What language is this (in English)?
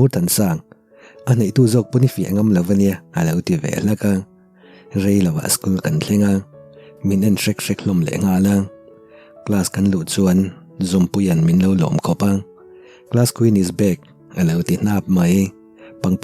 Mizo